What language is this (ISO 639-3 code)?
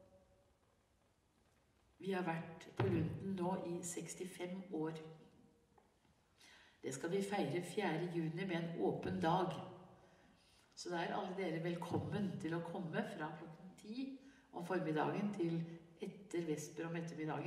nor